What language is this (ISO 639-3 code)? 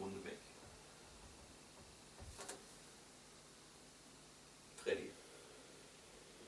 deu